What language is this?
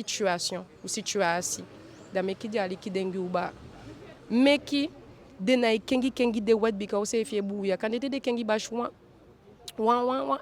Eastern Maroon Creole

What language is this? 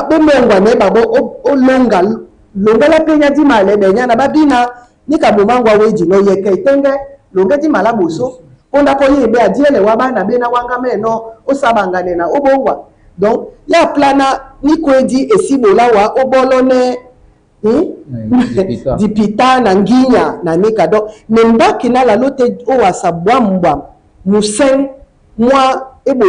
Duala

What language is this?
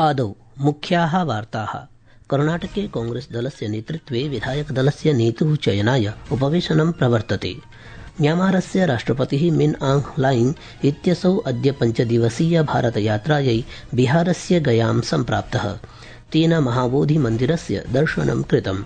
Sanskrit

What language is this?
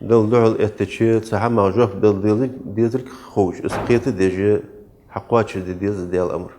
Ingush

